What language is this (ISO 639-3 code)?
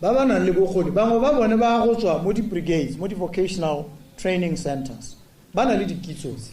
tsn